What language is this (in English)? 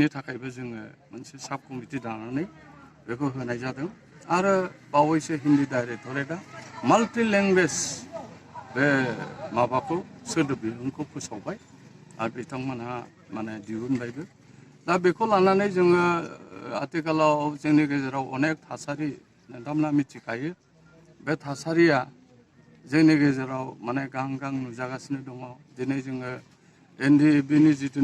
Bodo